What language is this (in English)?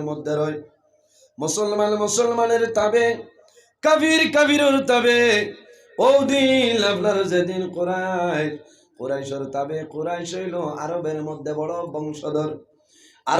Sylheti